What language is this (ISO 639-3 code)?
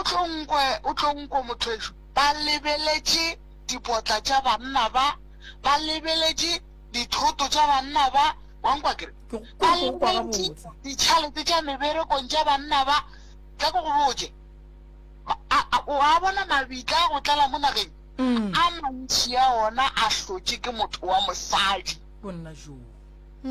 nso